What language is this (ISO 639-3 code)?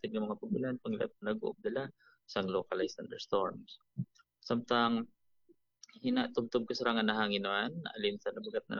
hil